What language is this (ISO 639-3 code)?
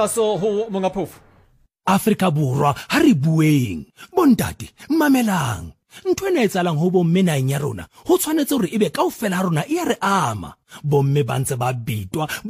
sot